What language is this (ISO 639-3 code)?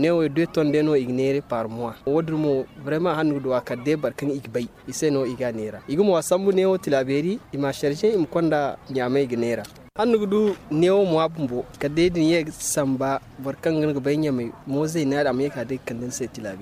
dje